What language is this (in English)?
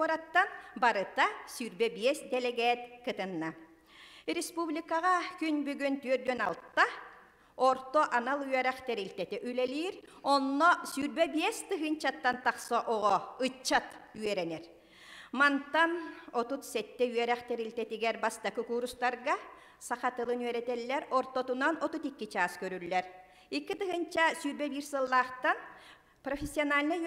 Yakut